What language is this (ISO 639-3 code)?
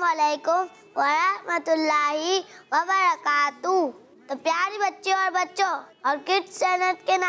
hin